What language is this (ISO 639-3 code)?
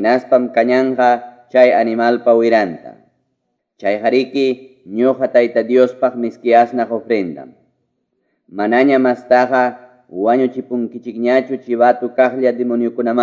que